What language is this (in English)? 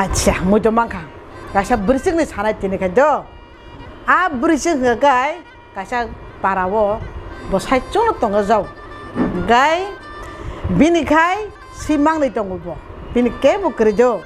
Kok Borok